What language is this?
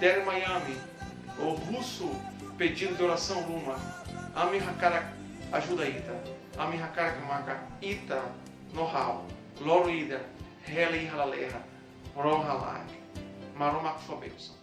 Tetum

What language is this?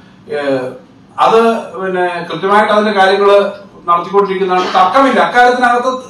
Malayalam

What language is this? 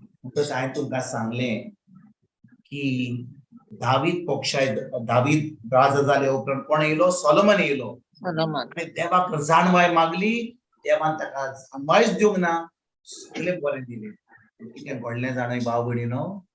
Konkani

